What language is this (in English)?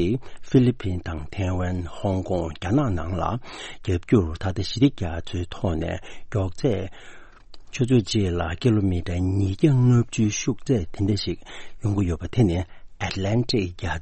Tibetan